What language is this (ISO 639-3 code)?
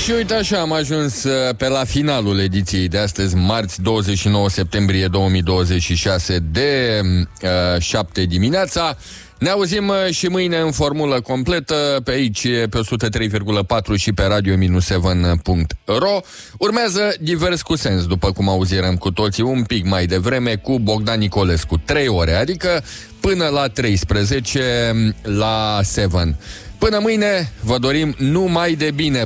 ron